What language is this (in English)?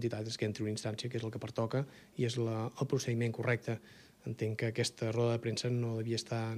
Catalan